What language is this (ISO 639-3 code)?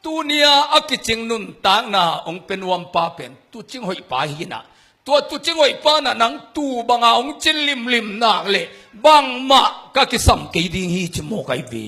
ctd